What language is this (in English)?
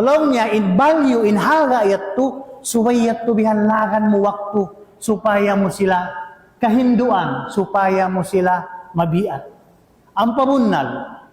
Tausug